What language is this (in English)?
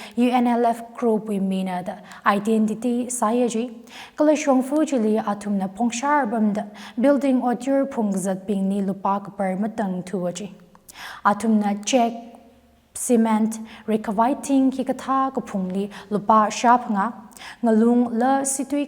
Tangkhul Naga (India)